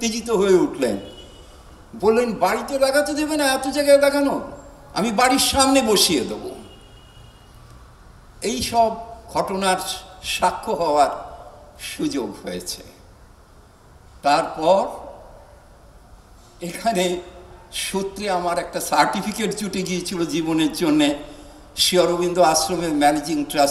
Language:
Bangla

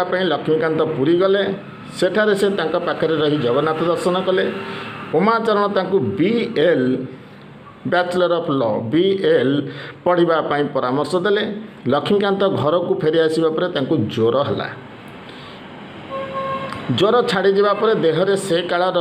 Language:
Odia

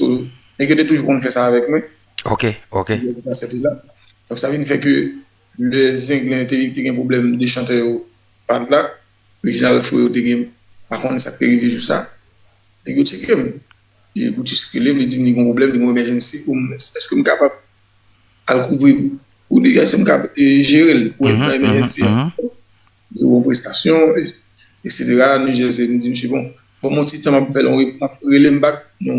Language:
Haitian Creole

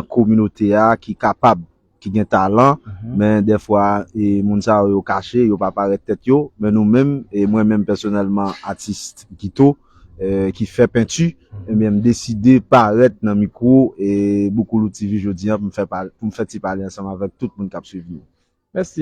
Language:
Haitian Creole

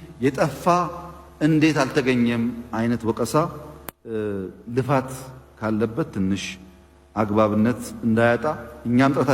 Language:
Amharic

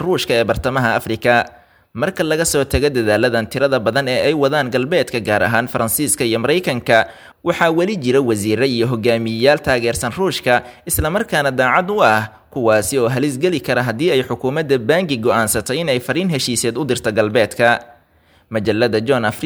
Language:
Somali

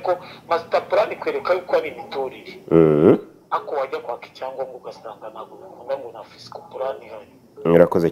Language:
Kinyarwanda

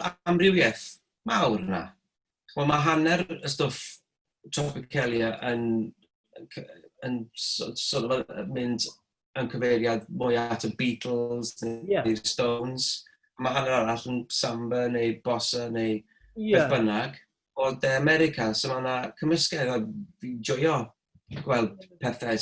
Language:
Welsh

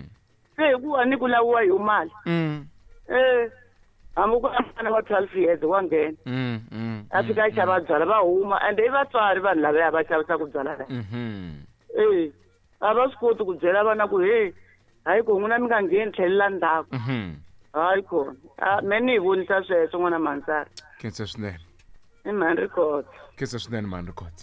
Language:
Tsonga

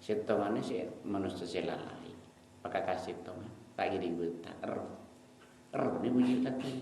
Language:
Madurese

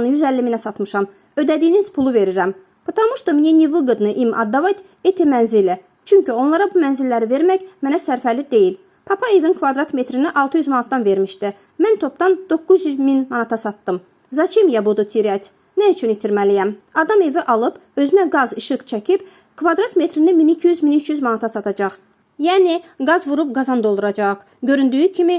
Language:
Azerbaijani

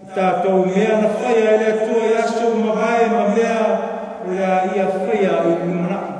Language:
Samoan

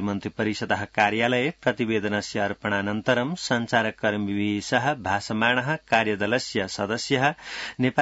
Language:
Sanskrit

